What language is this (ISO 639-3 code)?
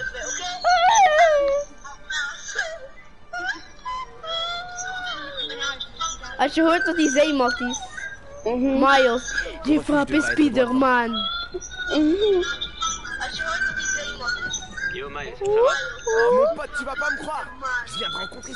nld